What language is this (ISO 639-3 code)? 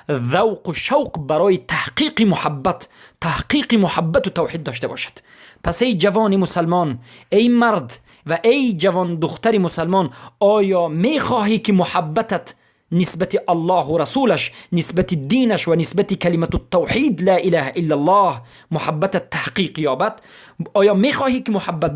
fas